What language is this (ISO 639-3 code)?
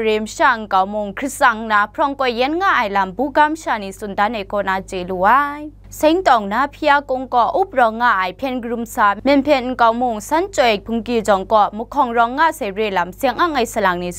kac